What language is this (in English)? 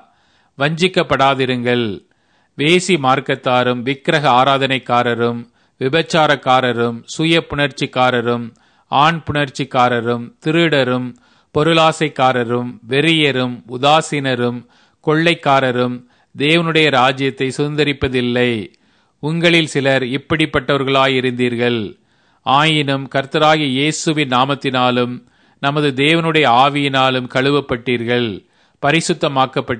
Tamil